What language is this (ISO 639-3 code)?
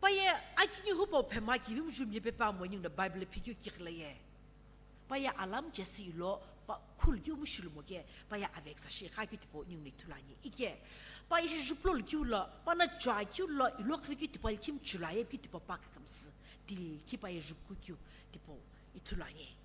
nsm